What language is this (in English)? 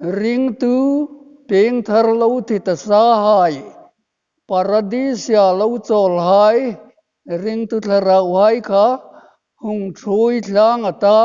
Hmar